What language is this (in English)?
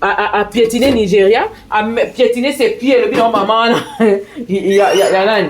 Lingala